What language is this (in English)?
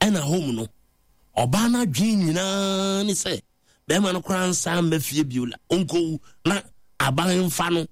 Akan